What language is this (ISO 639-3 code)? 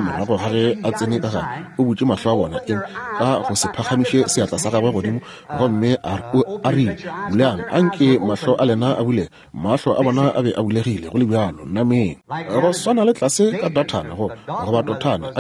nso